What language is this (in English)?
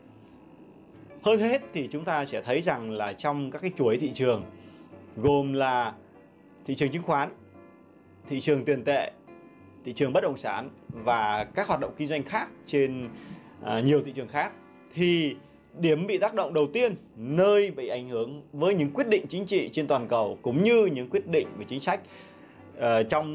Vietnamese